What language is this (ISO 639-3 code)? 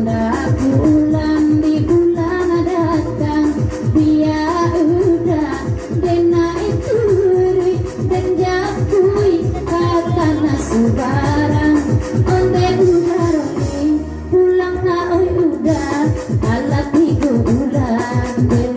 min